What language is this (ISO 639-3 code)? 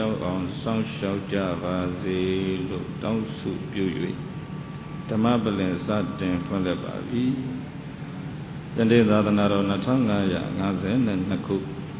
mya